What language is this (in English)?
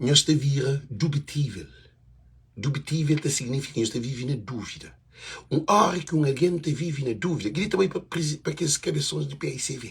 Kabuverdianu